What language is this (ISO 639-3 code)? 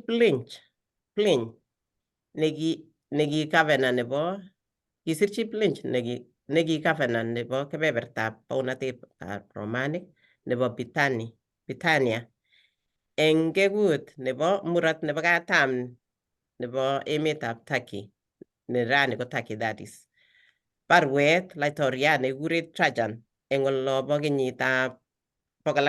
kln